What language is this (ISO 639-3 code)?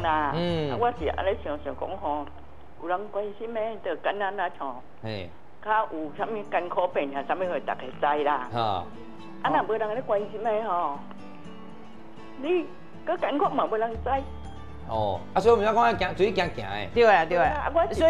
nan